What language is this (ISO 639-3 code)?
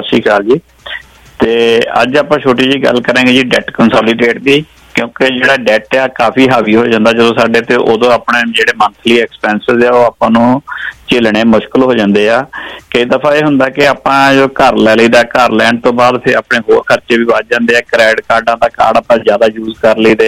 pan